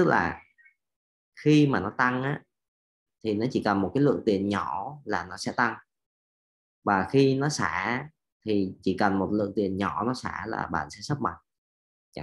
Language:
Vietnamese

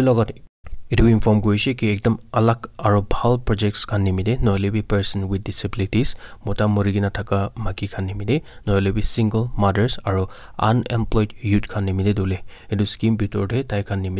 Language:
Naga Pidgin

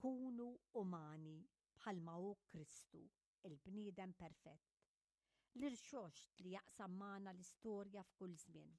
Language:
Maltese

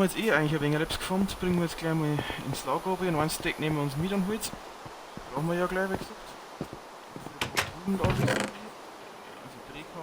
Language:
Bavarian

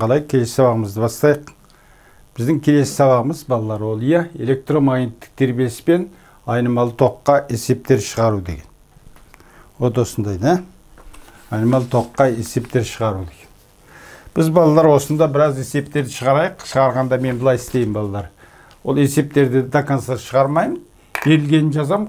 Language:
Kazakh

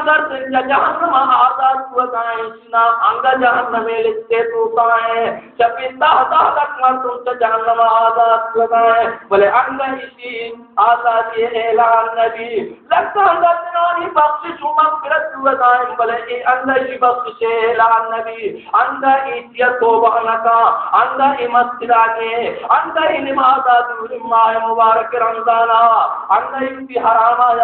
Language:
Baluchi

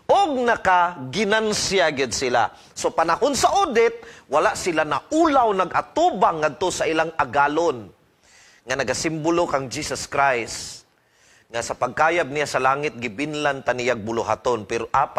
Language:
Cebuano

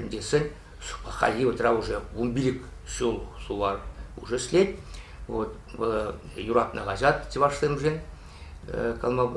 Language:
Chuvash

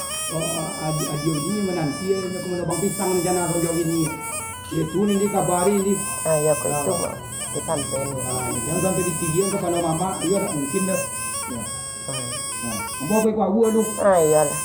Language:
Minangkabau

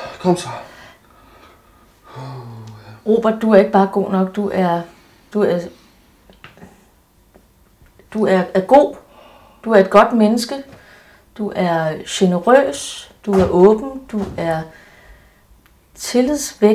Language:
Danish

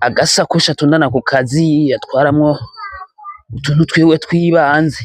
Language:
Rundi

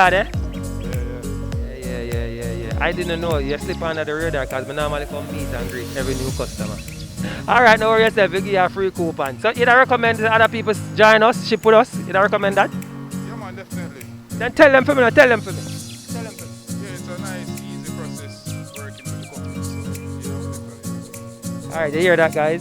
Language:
Jamaican Creole English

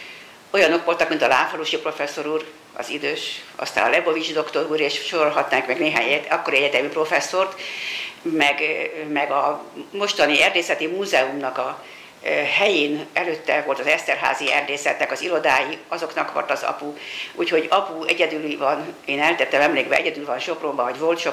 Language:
Hungarian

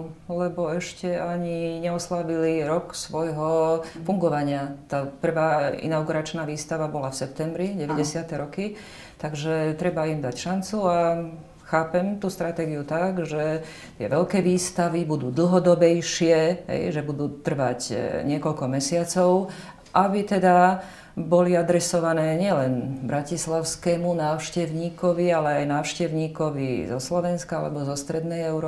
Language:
Slovak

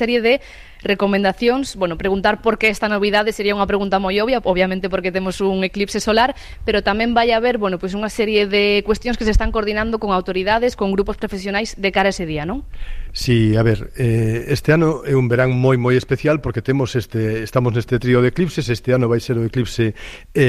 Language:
Galician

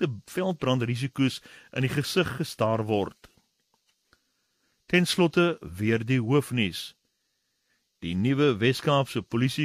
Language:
Afrikaans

